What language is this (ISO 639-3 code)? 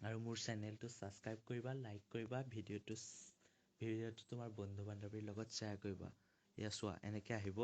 asm